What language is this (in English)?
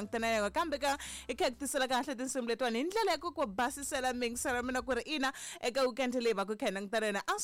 Tsonga